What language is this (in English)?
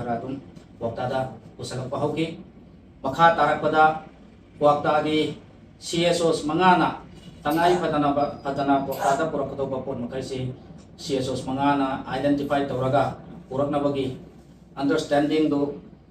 Manipuri